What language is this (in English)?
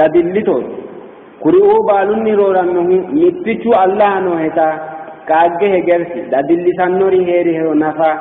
Sidamo